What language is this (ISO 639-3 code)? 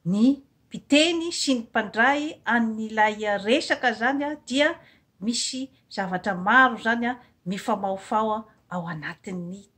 mlg